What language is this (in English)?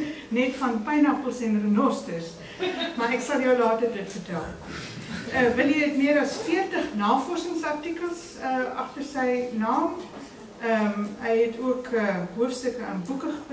Afrikaans